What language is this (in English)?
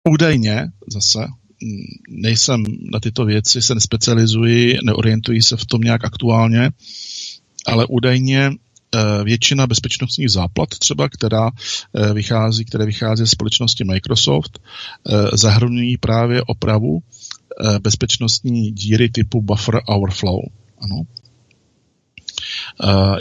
Czech